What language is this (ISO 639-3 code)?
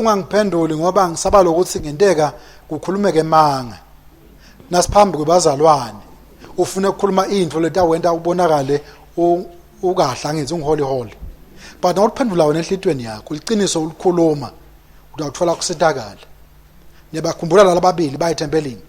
ssw